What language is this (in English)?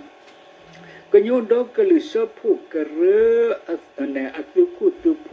S'gaw Karen